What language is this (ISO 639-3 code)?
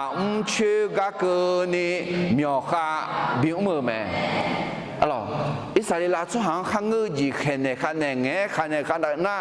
ahk